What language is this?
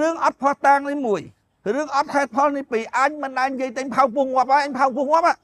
Khmer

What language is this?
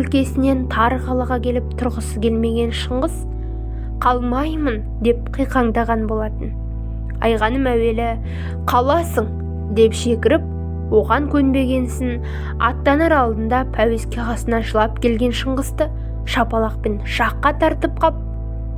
Kazakh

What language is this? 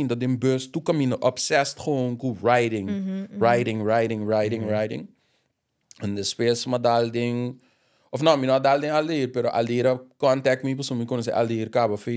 Papiamento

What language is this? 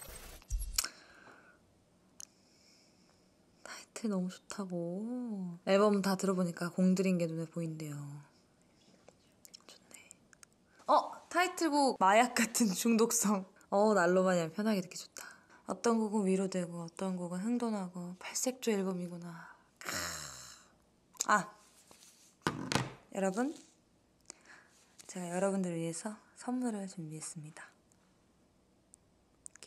Korean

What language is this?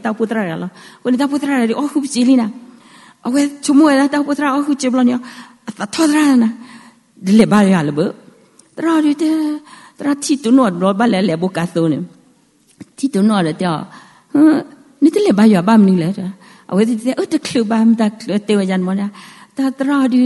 S'gaw Karen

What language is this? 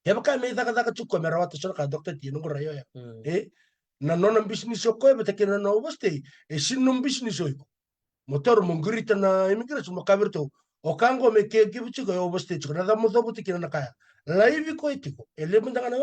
Fijian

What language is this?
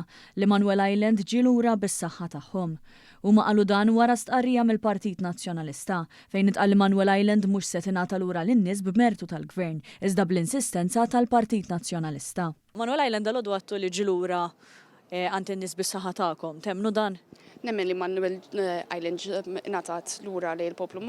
Maltese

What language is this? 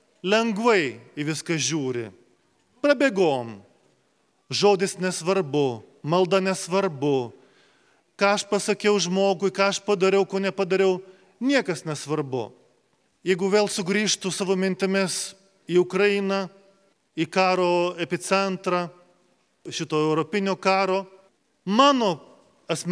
Lithuanian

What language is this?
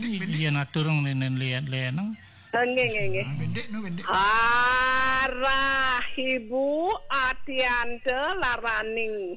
Balinese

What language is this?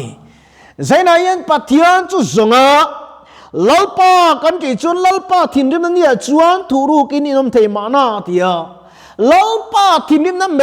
Mizo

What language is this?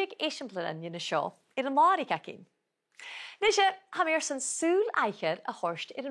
Scottish Gaelic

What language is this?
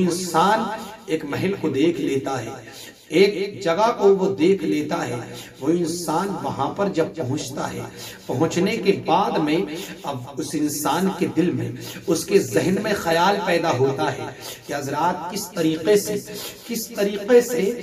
Urdu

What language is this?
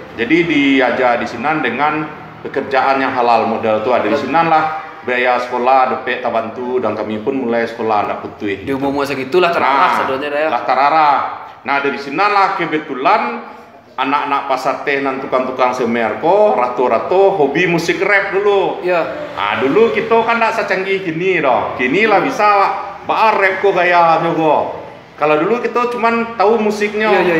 Minangkabau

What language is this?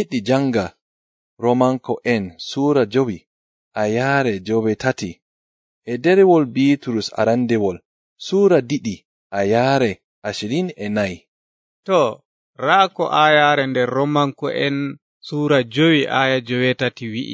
Nigerian Fulfulde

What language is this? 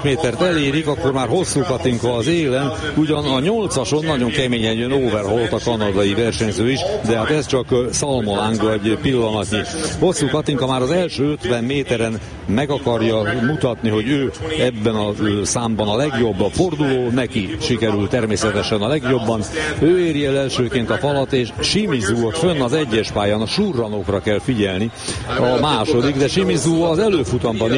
Hungarian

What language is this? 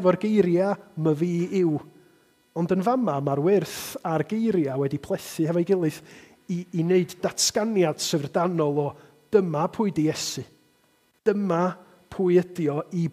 Welsh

